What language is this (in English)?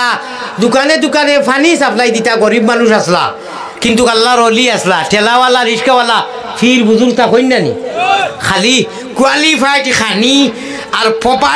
Sylheti